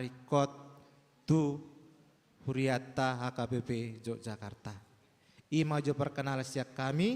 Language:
Batak Toba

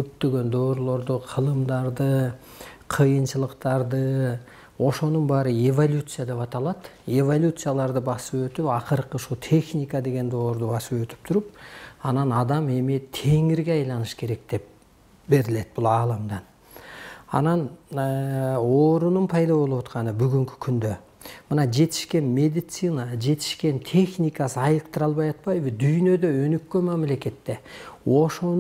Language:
Kyrgyz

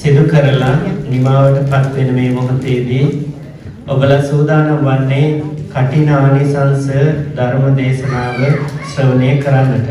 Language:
Sinhala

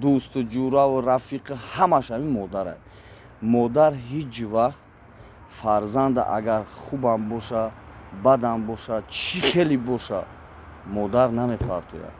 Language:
Tajik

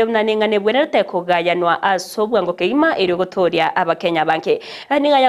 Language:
Gusii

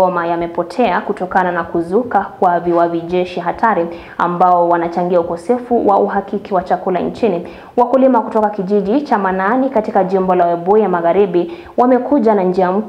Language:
Swahili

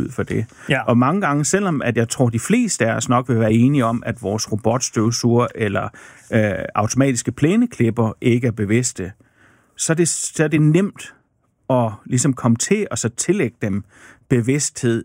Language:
Danish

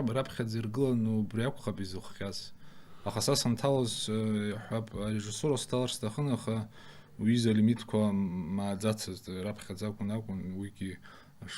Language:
Abkhazian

